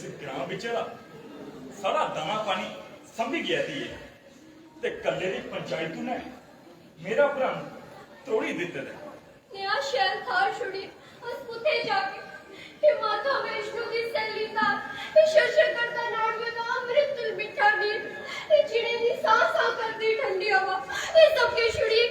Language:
Dogri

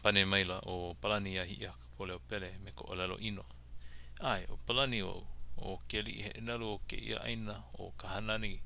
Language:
Hawaiian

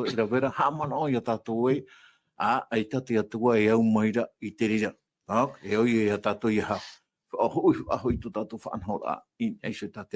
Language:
Tahitian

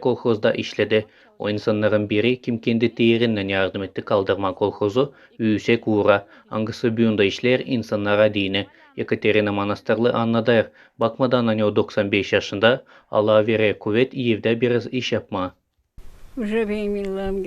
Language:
Gagauz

